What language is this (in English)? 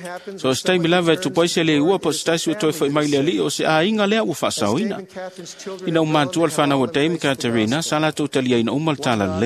Samoan